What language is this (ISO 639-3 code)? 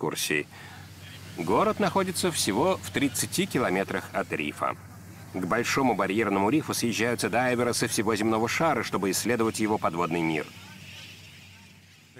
rus